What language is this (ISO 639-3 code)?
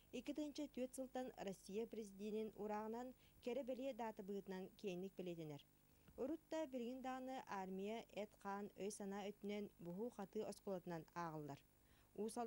sah